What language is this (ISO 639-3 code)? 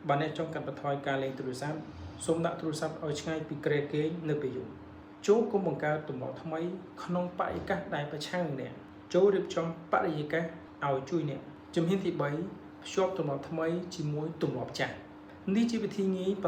khm